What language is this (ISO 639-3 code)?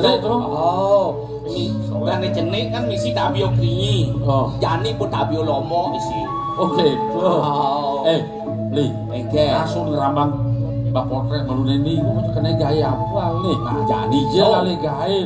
ban